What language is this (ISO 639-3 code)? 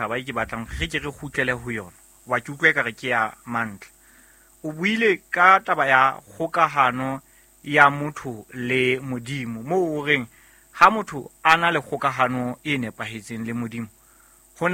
sot